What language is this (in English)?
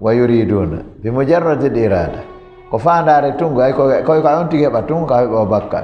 Fula